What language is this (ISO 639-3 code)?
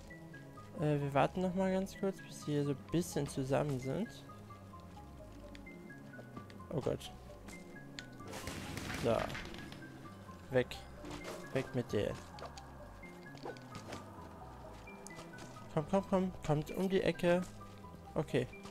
deu